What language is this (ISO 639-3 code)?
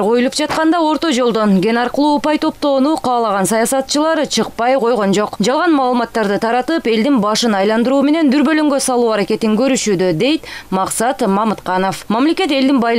kir